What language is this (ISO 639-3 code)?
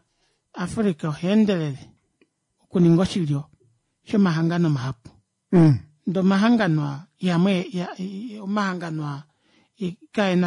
kua